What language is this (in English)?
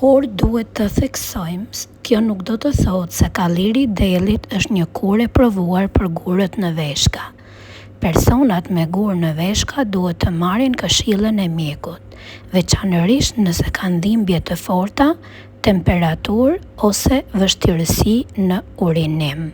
Albanian